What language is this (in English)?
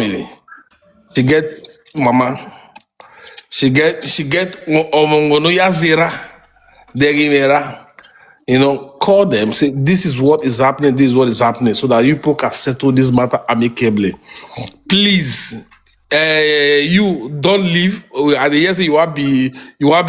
Nigerian Pidgin